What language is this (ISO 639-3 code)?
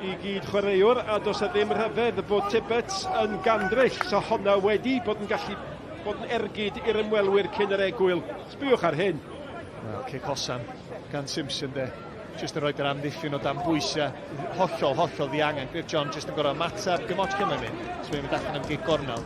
cym